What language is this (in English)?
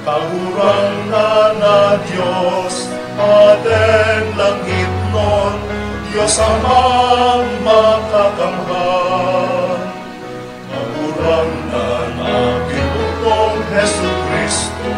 Bikol